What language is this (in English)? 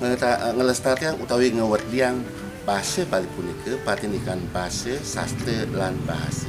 Balinese